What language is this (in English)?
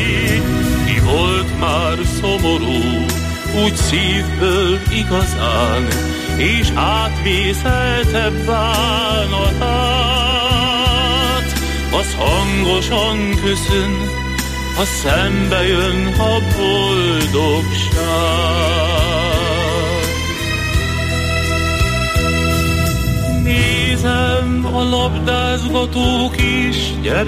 Hungarian